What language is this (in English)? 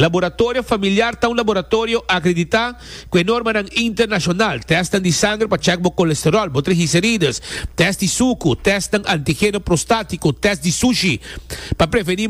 Papiamento